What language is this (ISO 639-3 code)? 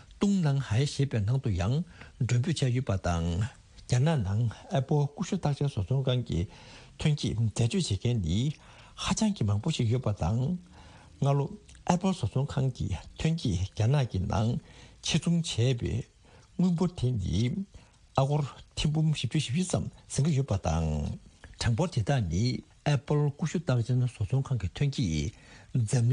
bod